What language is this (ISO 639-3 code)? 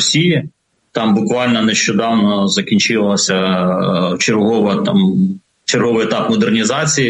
ukr